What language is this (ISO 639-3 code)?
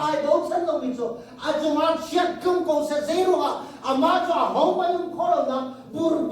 cnh